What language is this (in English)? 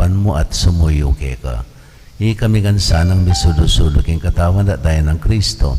Pampanga